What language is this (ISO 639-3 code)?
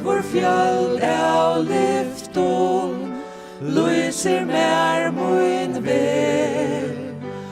fao